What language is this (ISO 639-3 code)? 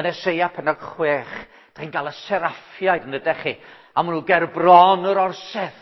cym